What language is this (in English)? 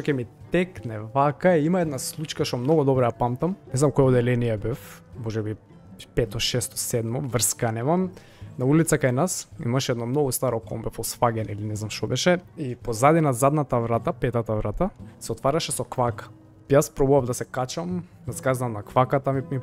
Macedonian